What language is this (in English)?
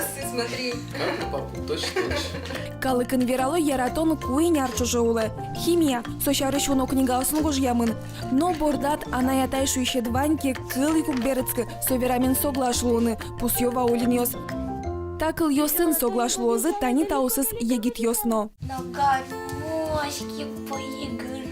Udmurt